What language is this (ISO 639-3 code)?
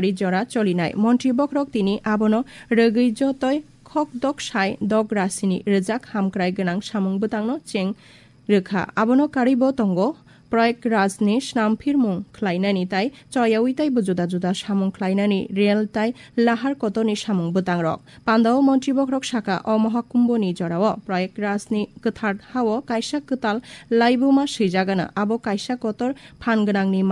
trp